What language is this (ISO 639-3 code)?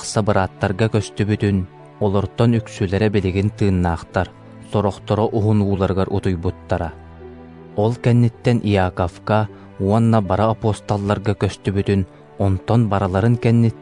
sah